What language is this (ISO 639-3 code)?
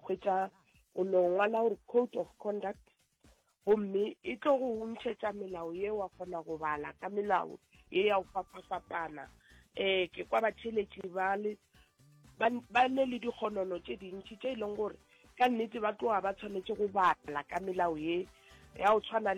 nso